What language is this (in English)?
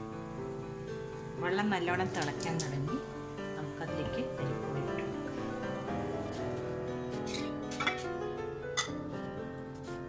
Malayalam